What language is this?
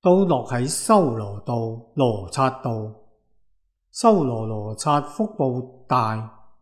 Cantonese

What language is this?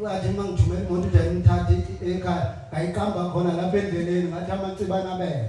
Zulu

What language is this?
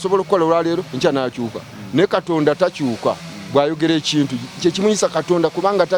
Ganda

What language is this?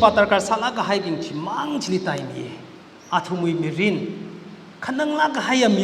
Tangkhul Naga (India)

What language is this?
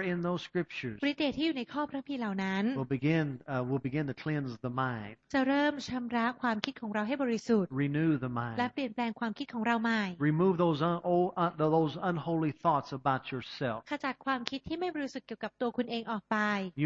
Thai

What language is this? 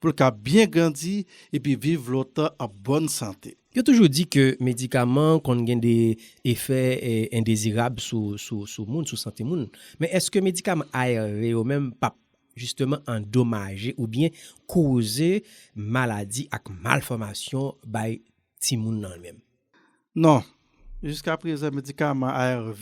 Haitian Creole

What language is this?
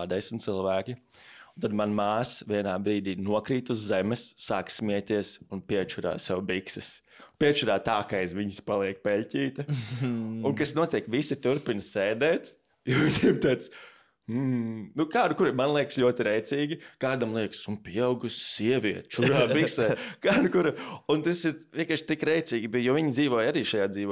Latvian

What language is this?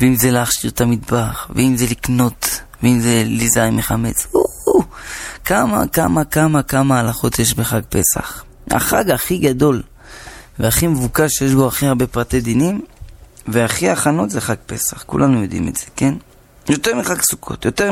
Hebrew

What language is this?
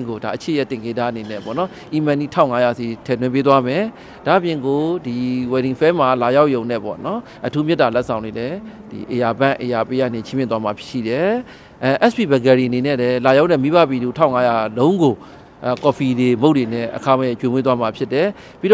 Burmese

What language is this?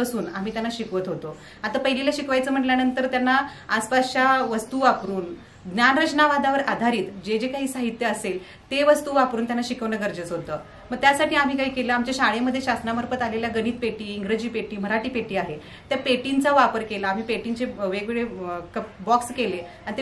Marathi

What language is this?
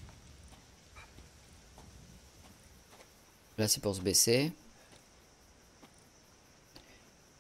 French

